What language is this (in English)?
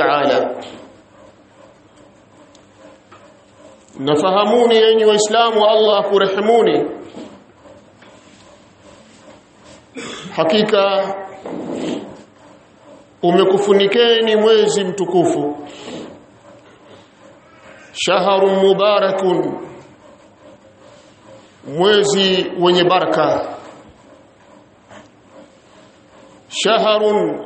Swahili